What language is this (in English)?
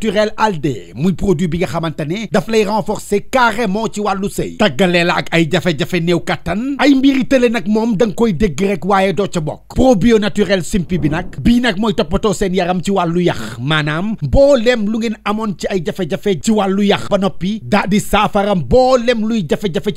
Wolof